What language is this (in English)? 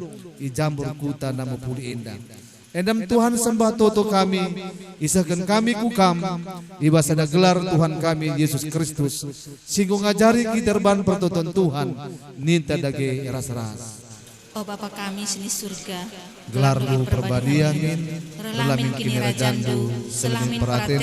Batak Karo